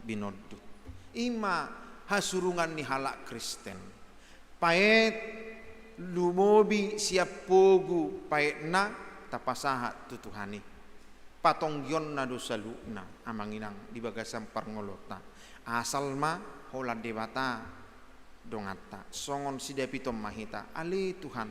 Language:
Batak Toba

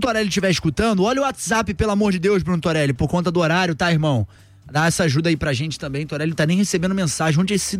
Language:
Portuguese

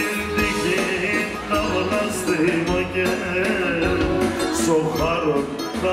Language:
Greek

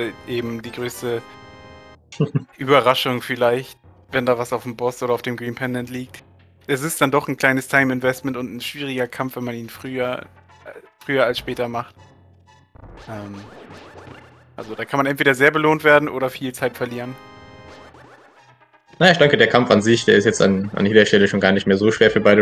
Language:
German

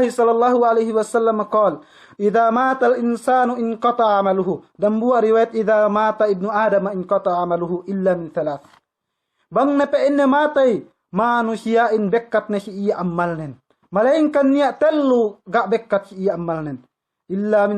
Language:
Yakan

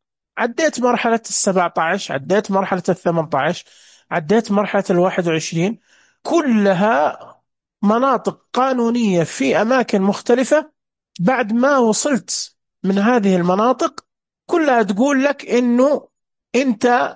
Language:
Najdi Arabic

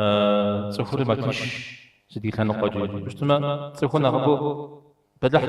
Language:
Kabardian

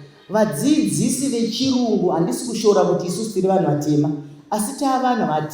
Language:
Shona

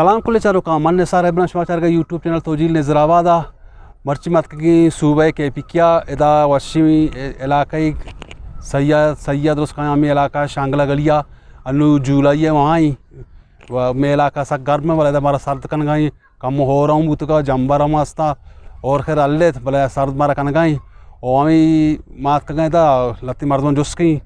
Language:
Eastern Balochi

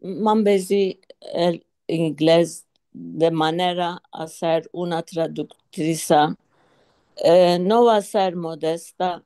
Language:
Ladino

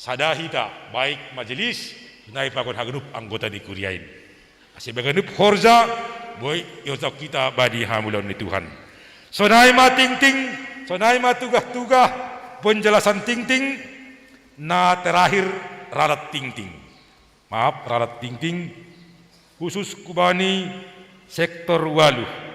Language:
Batak Simalungun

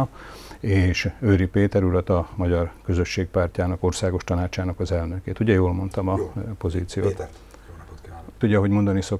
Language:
Hungarian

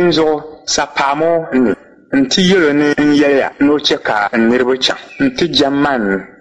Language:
Dagbani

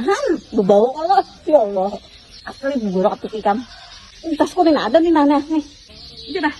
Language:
Banjar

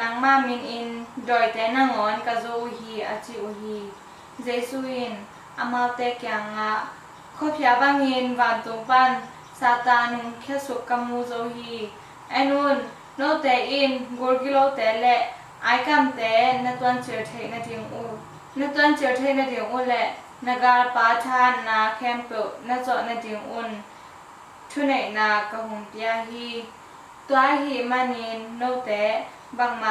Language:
Tedim Chin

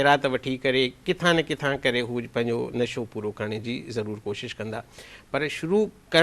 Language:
Sindhi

